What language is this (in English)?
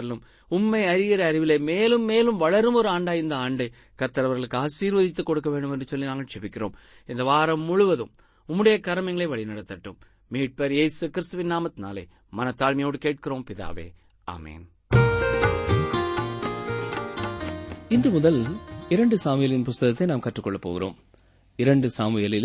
Tamil